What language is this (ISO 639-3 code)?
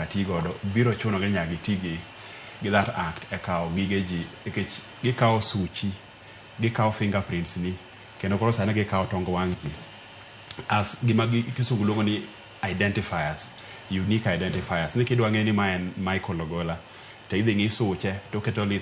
luo